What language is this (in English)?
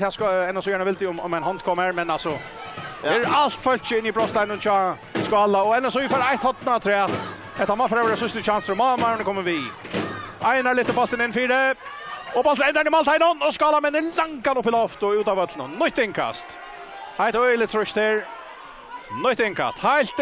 Faroese